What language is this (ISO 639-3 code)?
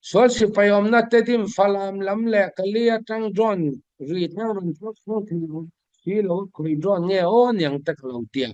cfm